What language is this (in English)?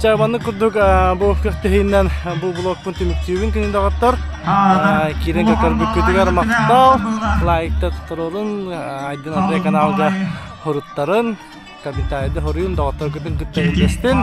Yakut